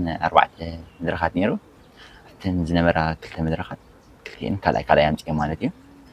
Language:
Tigrinya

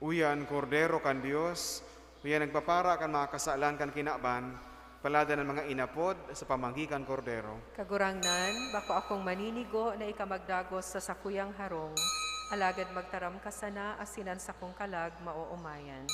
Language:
Bikol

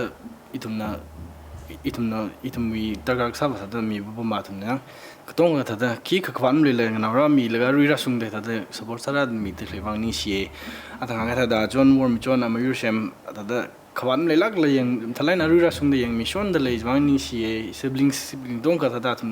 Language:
Tangkhul Naga (India)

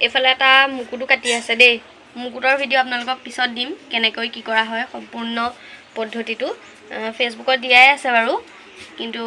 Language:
Assamese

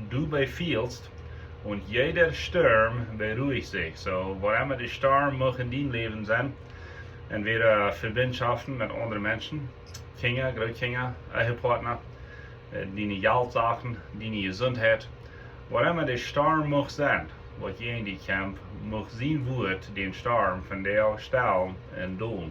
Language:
Plautdietsch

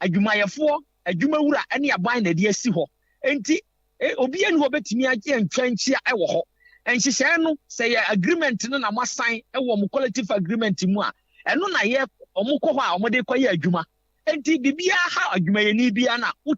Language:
Akan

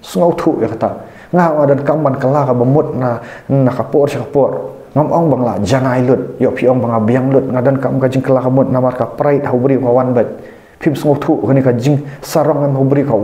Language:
Khasi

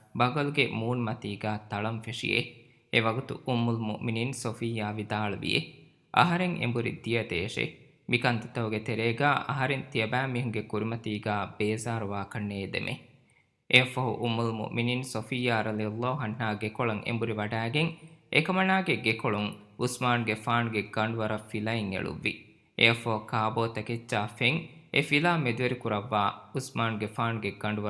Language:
Divehi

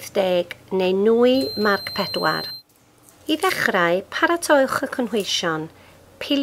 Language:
Welsh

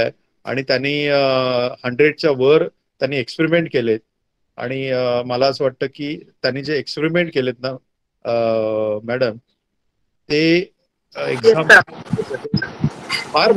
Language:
Marathi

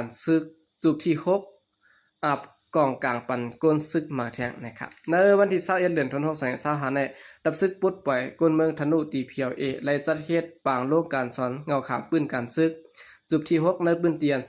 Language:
Shan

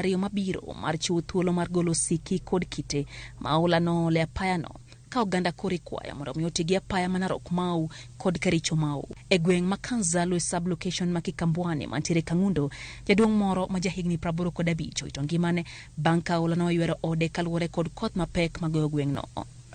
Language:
Luo (Kenya and Tanzania)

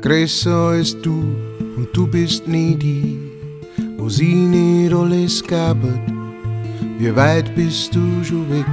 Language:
Bavarian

